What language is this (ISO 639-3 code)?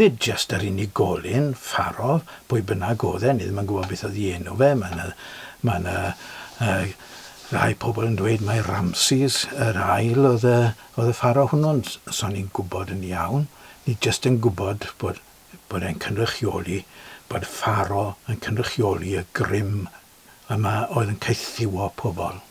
cym